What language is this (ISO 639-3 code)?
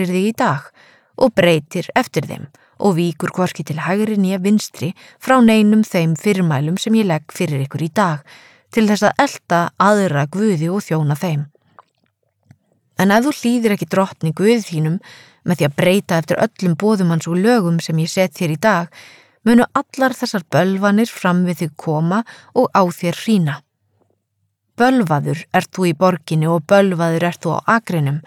isl